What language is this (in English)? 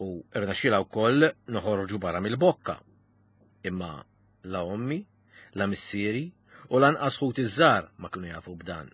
Maltese